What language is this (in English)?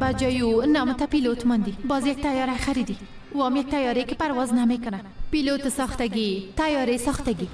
Persian